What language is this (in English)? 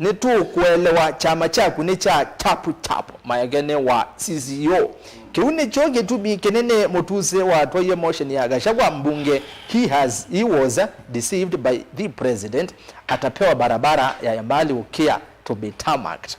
Kamba